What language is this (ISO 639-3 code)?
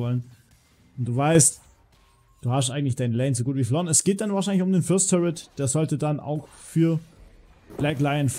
deu